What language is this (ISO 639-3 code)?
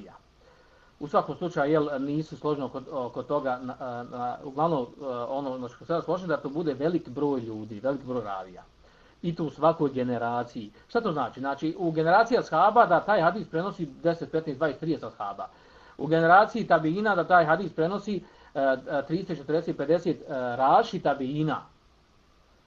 bos